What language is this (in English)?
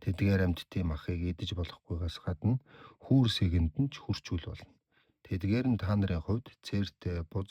Mongolian